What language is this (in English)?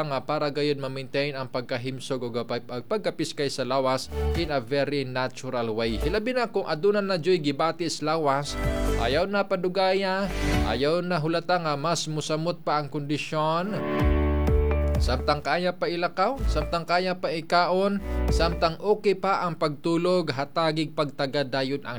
Cebuano